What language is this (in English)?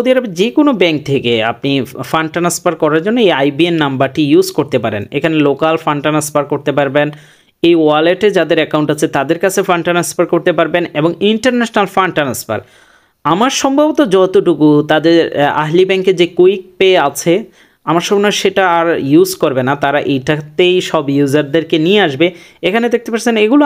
Bangla